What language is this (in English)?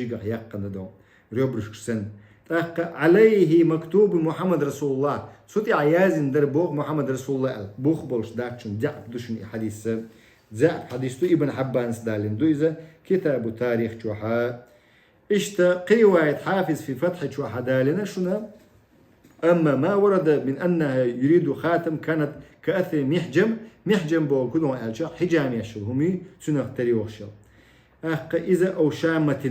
Chechen